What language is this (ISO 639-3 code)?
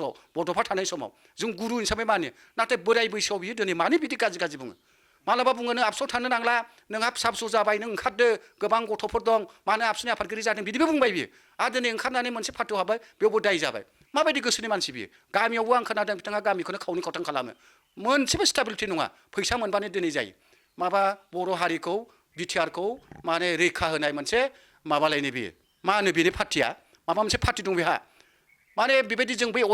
brx